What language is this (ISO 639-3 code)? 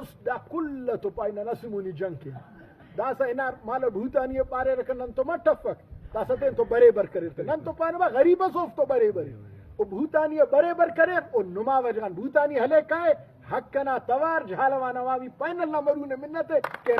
brh